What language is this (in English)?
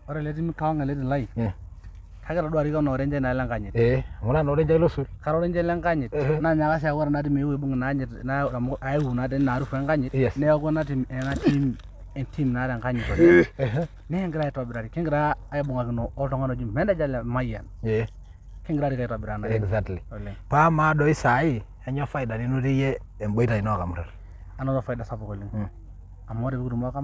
Masai